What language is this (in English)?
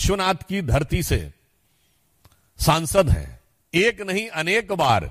Hindi